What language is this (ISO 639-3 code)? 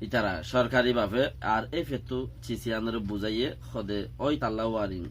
rhg